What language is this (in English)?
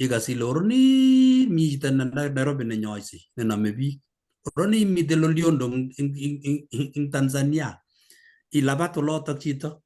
Kalenjin